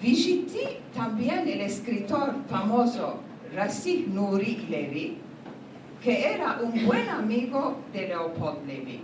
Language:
Ladino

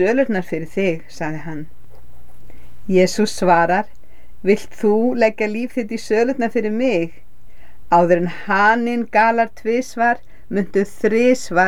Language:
Icelandic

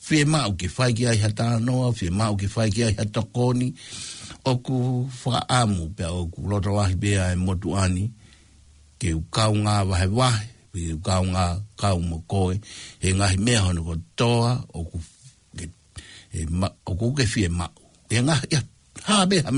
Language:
Tongan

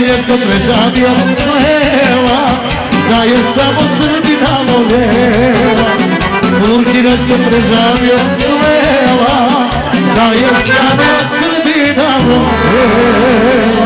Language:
Serbian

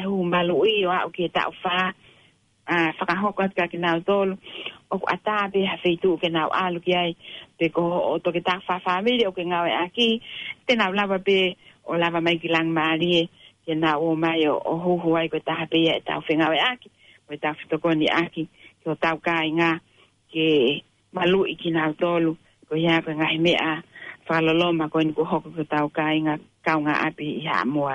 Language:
Tongan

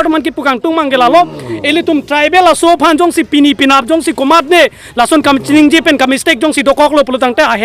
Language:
Karbi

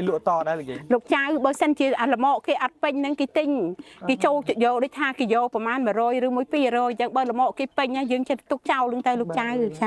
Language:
Khmer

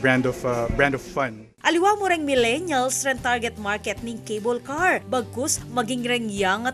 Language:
Pampanga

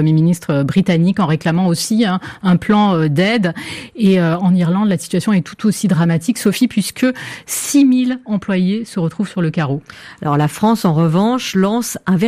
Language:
French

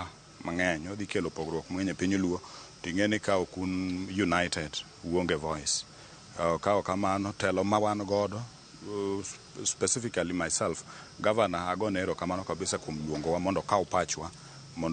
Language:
Luo (Kenya and Tanzania)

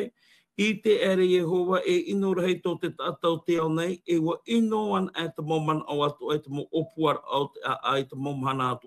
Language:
Tahitian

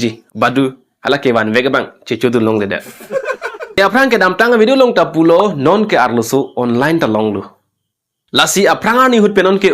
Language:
Karbi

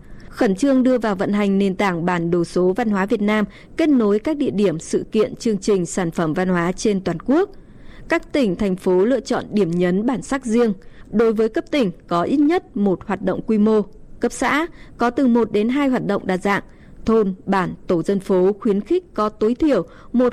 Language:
Vietnamese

